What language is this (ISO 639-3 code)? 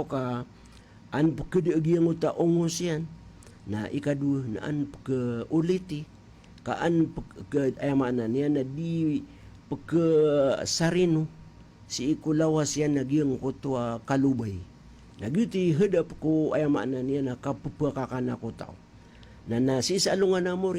mrw